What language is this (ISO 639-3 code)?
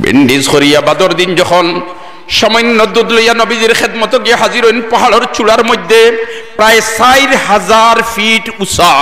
syl